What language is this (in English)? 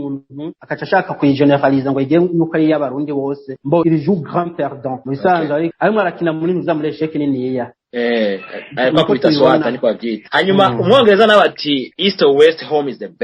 Rundi